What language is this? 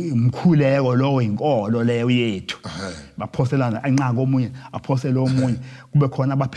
Zulu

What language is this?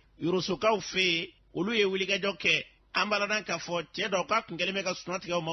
Bambara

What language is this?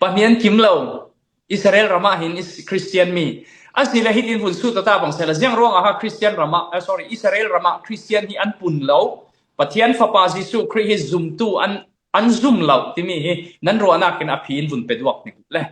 Falam Chin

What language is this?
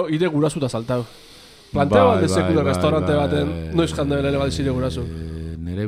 Basque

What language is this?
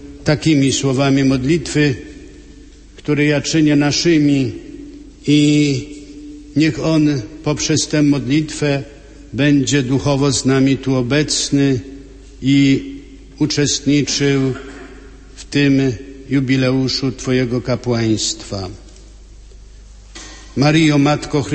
Polish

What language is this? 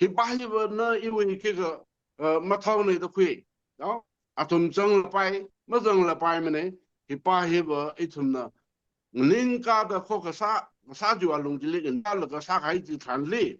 Tangkhul Naga (India)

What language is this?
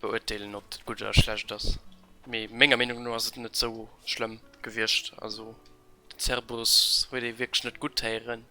Luxembourgish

